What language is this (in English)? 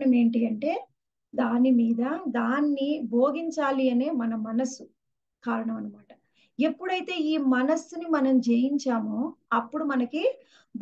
Telugu